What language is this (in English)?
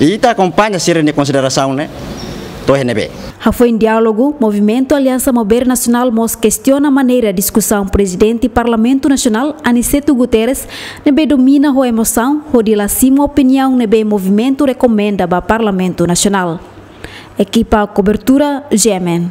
Tetum